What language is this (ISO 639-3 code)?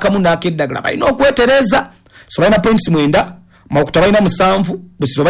lug